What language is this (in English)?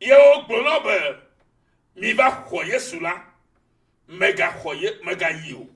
Ewe